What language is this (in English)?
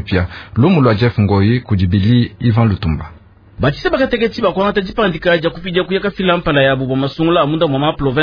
Luba-Lulua